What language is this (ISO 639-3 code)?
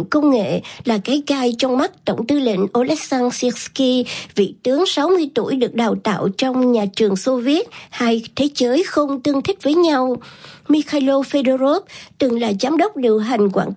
vie